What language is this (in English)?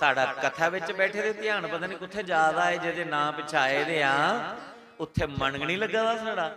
Dogri